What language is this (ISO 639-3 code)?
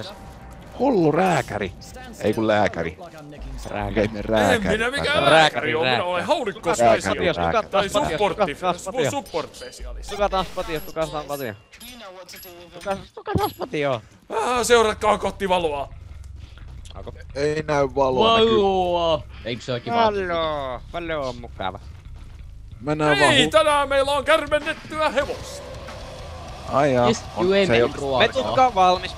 fin